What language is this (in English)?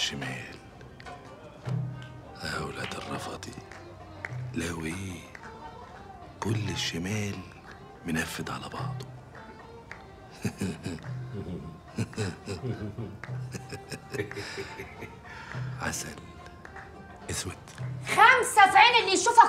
Egyptian Arabic